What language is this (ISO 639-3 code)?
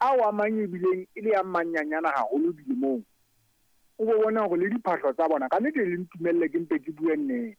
sot